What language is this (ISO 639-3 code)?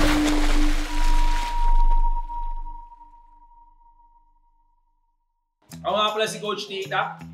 fil